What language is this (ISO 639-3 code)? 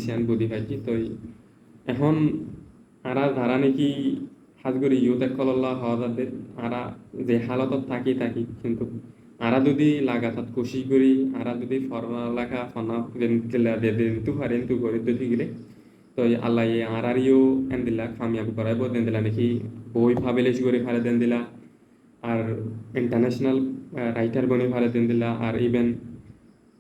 rhg